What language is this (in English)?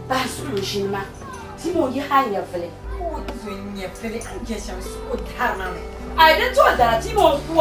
Dagbani